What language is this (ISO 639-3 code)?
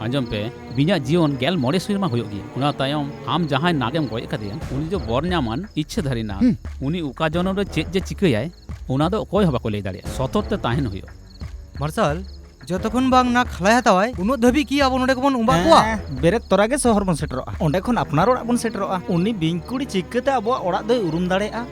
sat